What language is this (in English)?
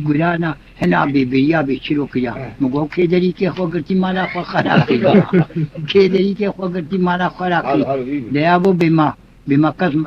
Kurdish